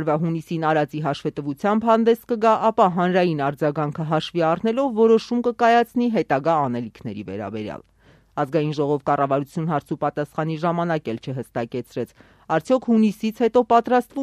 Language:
Armenian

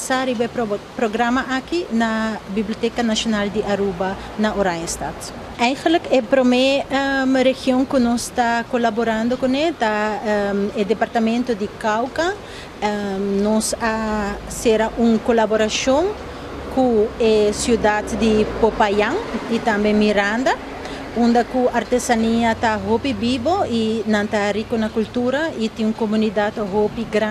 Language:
Papiamento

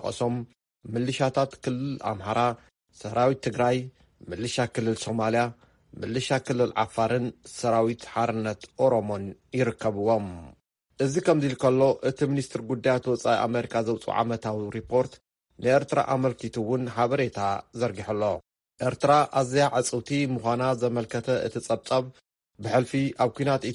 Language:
Tigrinya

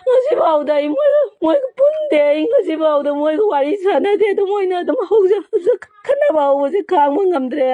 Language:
Manipuri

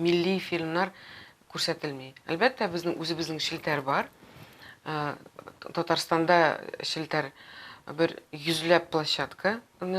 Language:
Tatar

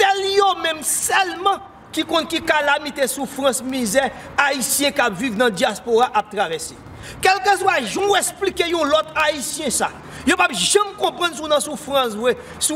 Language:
Haitian Creole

